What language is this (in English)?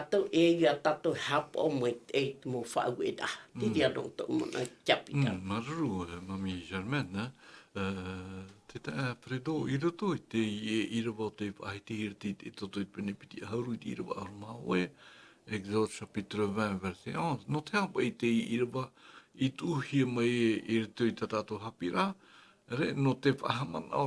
Tahitian